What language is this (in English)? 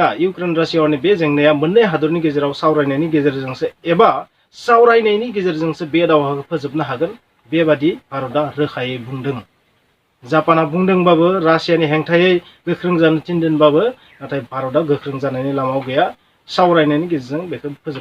Bodo